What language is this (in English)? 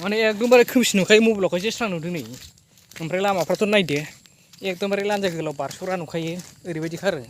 Bodo